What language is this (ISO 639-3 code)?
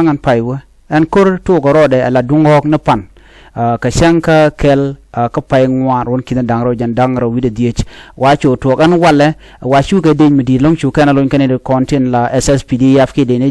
nus